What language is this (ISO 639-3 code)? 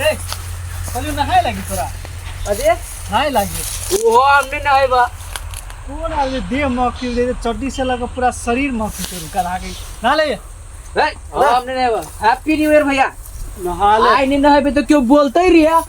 mai